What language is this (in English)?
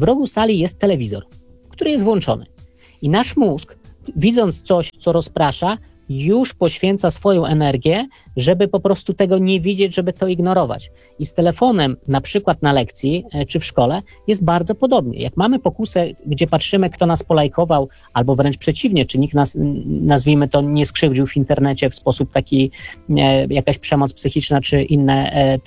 Polish